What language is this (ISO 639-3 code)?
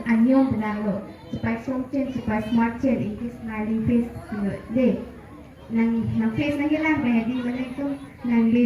mjw